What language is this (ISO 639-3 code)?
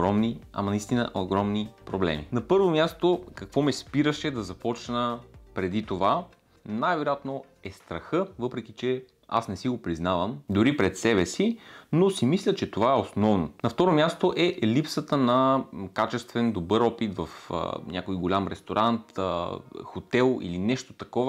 bul